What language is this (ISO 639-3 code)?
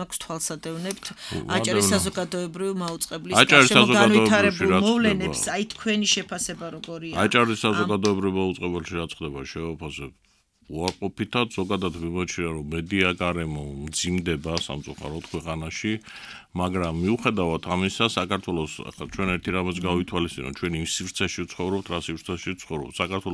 kat